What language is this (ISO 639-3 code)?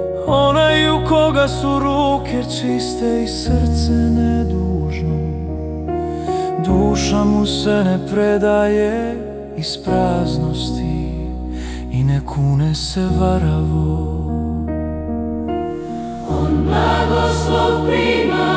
hrv